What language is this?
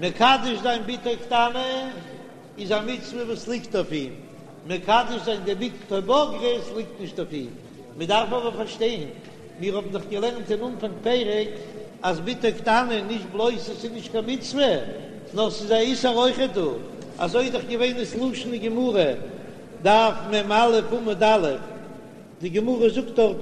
Yiddish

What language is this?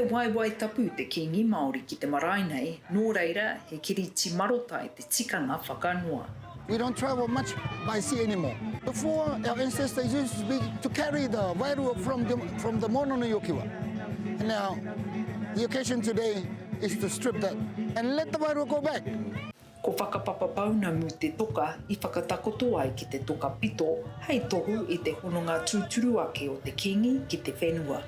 Māori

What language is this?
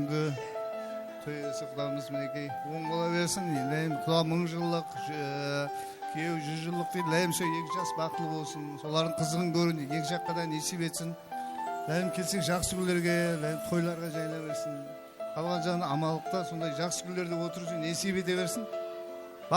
Kara-Kalpak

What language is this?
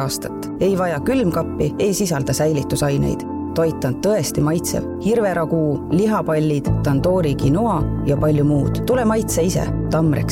Estonian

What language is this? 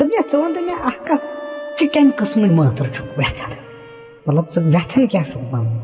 Kashmiri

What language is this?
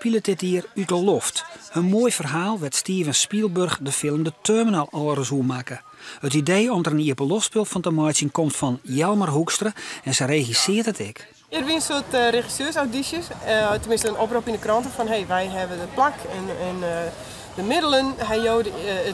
Western Frisian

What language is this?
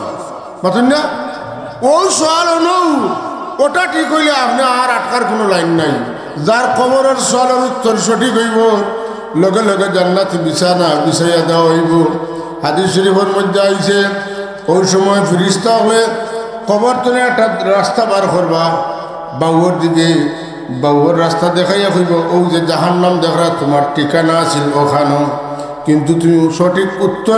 Sylheti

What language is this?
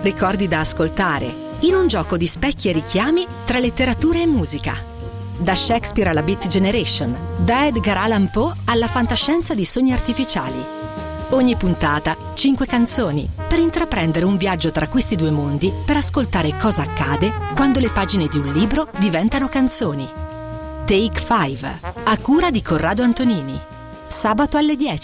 Italian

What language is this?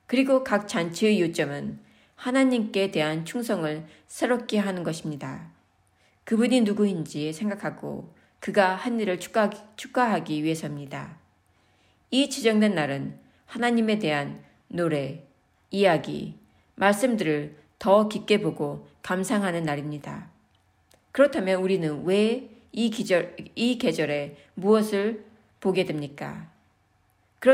Korean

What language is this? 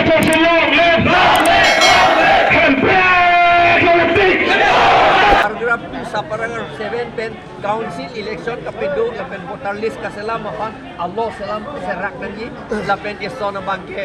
Karbi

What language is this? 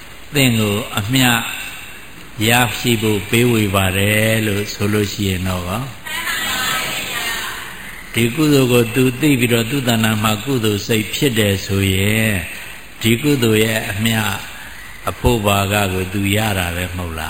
Burmese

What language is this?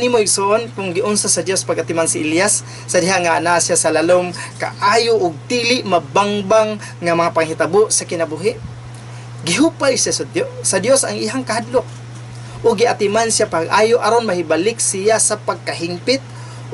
Cebuano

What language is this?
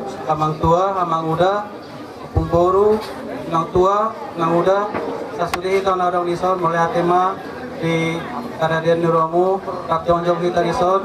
Batak Toba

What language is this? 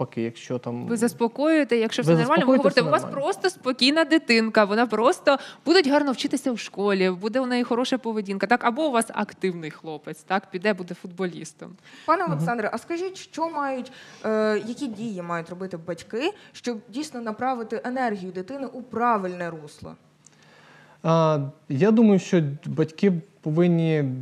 Ukrainian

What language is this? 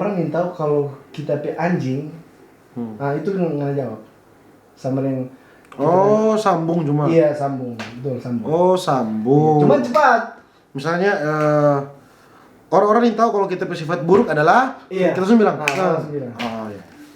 Manado Malay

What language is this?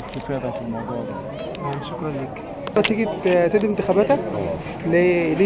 Egyptian Arabic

